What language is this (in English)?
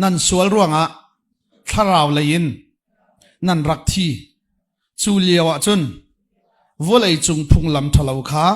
Hakha Chin